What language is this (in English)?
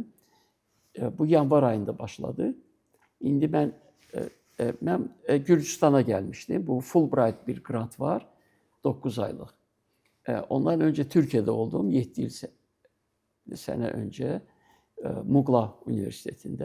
Azerbaijani